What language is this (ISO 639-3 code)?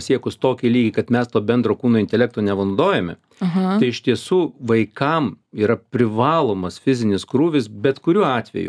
lit